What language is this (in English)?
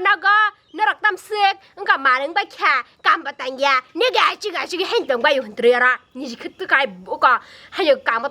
Kok Borok